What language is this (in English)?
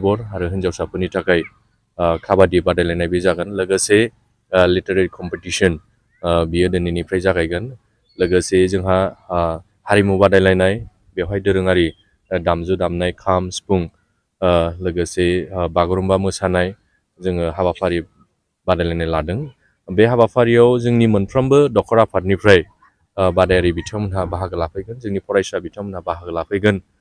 Bodo